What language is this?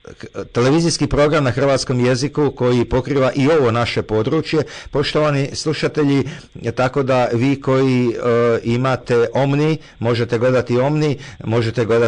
Croatian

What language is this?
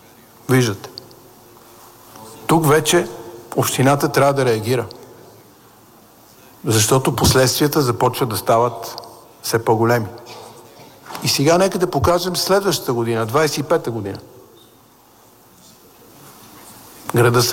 Bulgarian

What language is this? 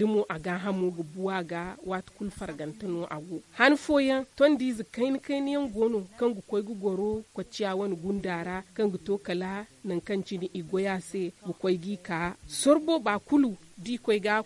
Zarma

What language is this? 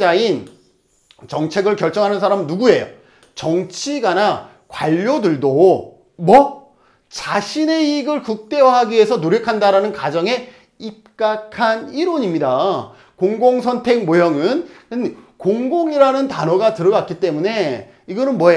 Korean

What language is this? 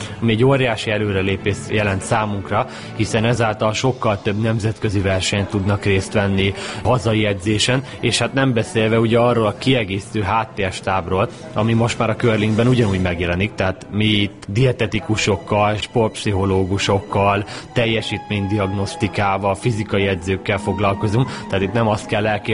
Hungarian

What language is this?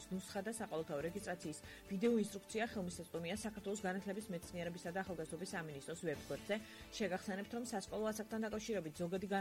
Georgian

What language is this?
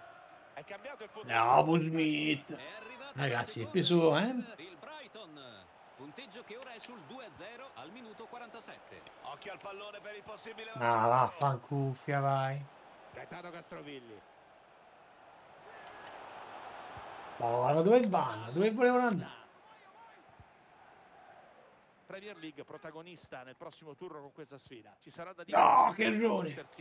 Italian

